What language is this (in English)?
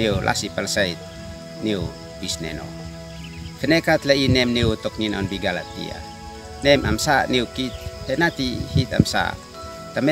Uab Meto